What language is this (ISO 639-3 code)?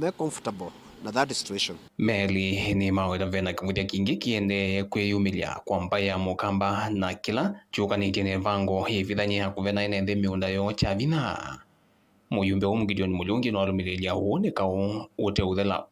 kam